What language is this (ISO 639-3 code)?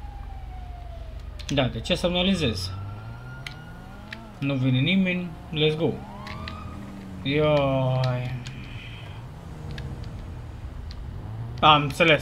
ron